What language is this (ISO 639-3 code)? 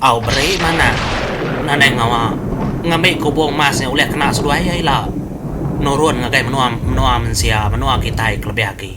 iba